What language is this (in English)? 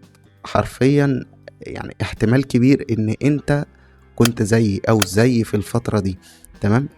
Egyptian Arabic